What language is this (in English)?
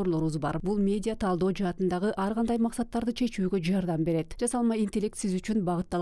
Kyrgyz